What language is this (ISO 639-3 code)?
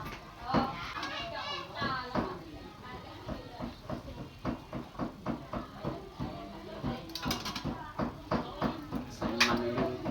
lao